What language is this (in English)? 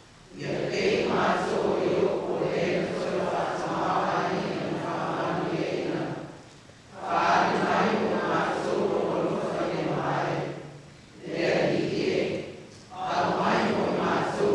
Samoan